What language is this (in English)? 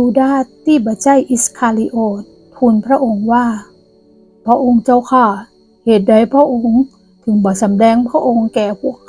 Northern Thai